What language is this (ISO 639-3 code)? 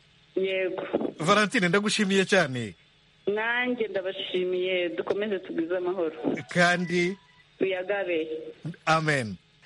kin